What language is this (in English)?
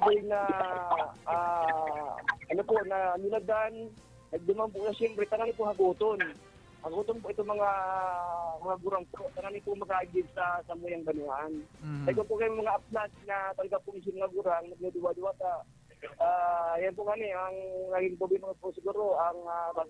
Bikol